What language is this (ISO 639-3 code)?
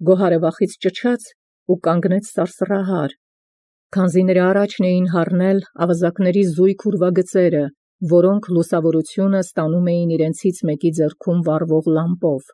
hye